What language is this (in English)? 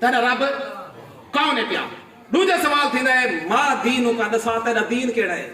Saraiki